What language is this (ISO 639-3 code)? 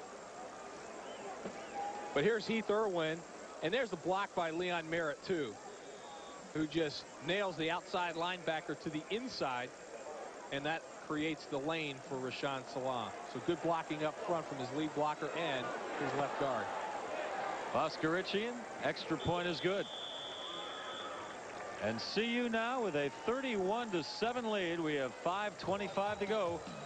eng